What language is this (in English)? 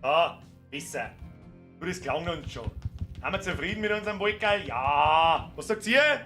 Bavarian